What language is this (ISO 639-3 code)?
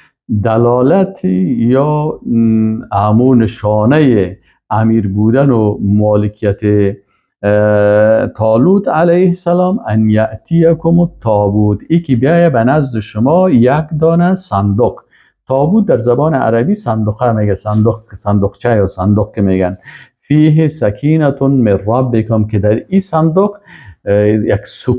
fas